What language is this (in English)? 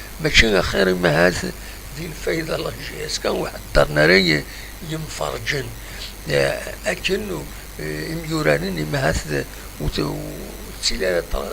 Kabyle